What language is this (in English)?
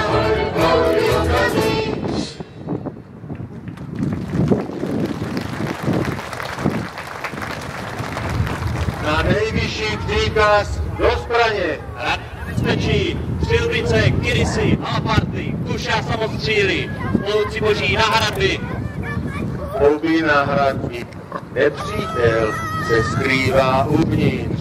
Czech